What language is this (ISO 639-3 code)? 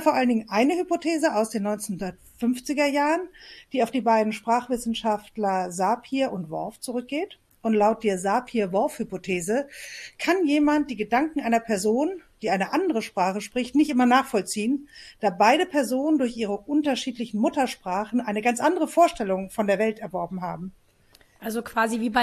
deu